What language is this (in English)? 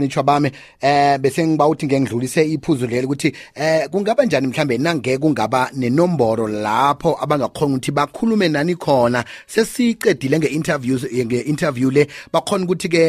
South Ndebele